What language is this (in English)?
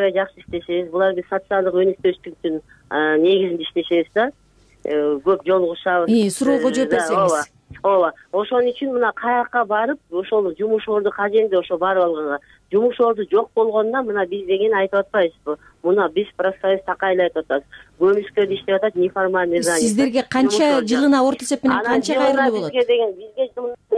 Kyrgyz